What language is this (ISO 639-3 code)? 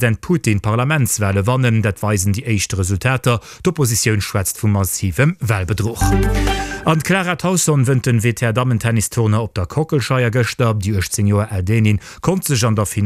ltz